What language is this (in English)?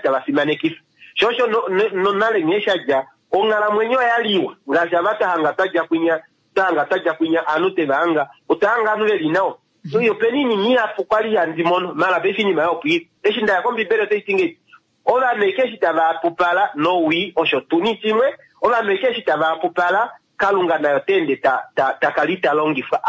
Kuanyama